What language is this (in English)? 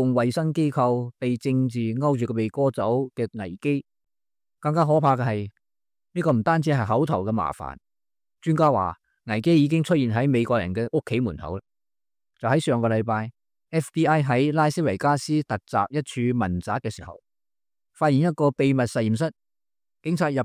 Cantonese